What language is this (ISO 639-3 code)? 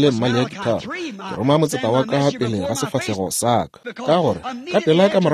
nso